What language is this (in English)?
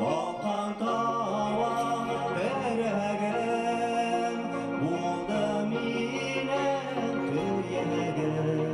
Bashkir